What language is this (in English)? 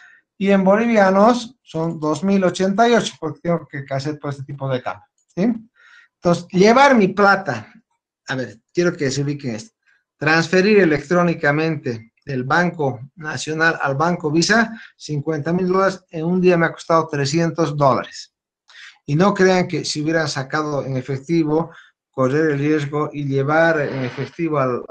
Spanish